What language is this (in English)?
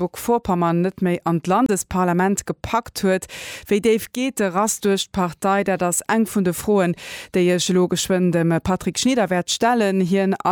Luxembourgish